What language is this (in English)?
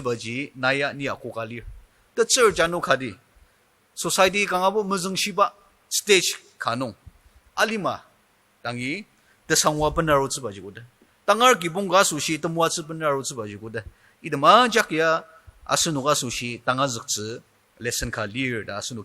Ao Naga